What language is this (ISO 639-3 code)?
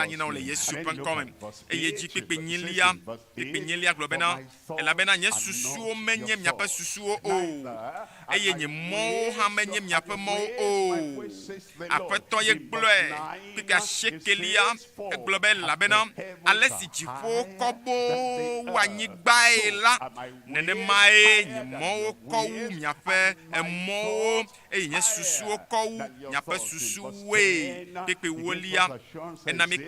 ewe